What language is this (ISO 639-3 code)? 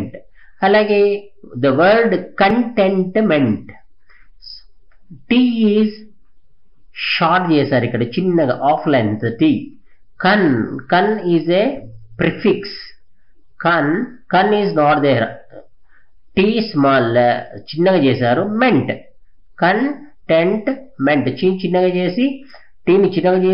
tel